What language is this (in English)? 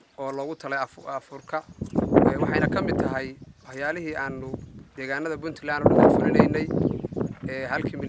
Somali